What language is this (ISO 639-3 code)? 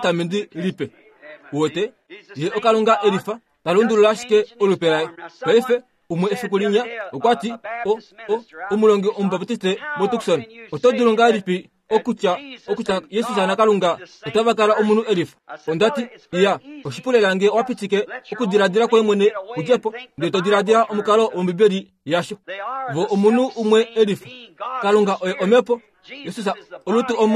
kua